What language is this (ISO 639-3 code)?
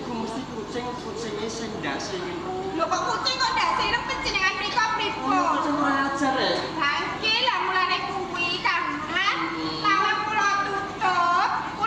jav